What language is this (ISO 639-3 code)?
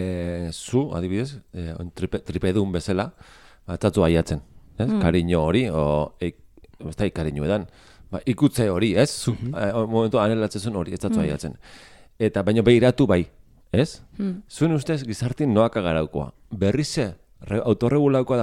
eus